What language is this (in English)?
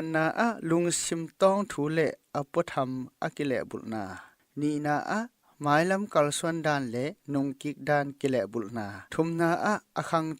Tedim Chin